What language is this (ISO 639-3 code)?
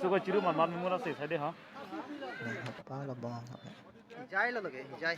mjw